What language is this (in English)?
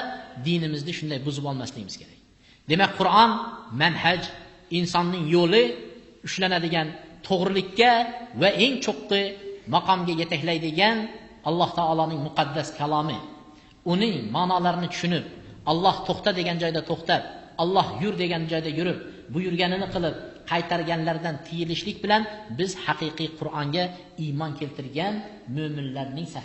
Uzbek